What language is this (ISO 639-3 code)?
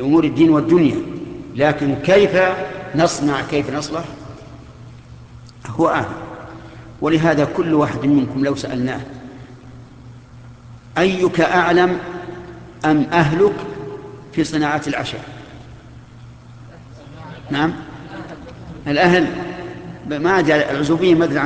ara